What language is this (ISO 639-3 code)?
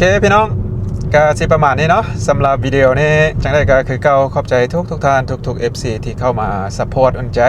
lao